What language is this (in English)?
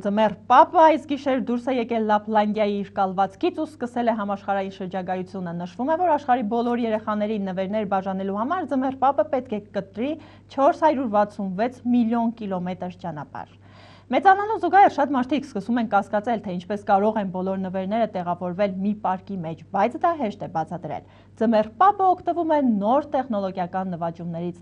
Armenian